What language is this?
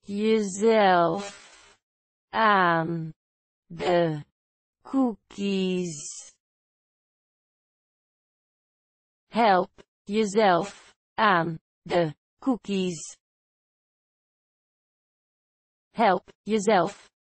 Dutch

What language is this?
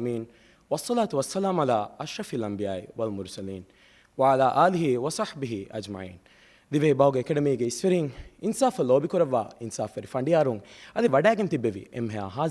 Divehi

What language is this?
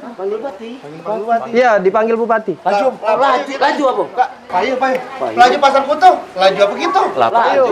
Musi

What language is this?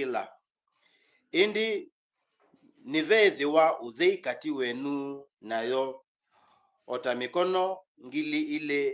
Kamba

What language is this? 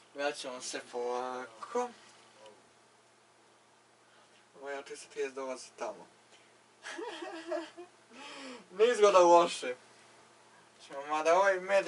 Croatian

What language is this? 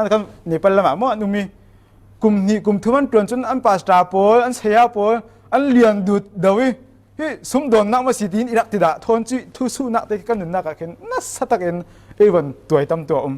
Falam Chin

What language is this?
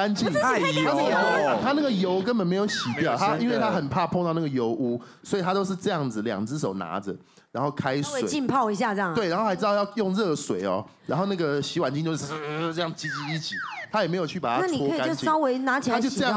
Chinese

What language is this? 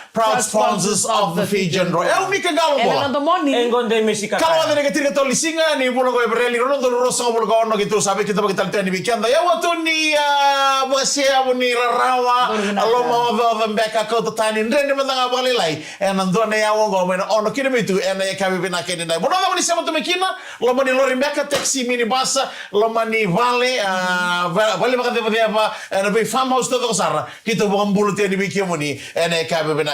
Fijian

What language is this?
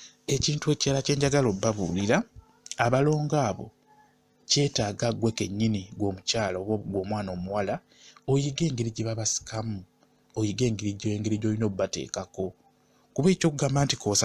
Ganda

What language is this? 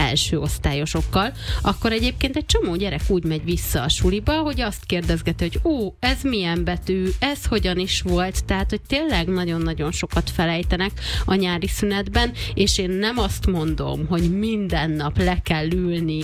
Hungarian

